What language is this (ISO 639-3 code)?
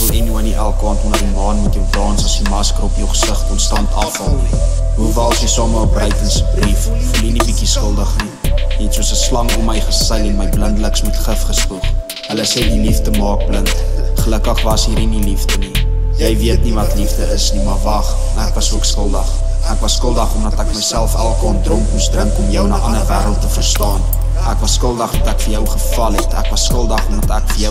afr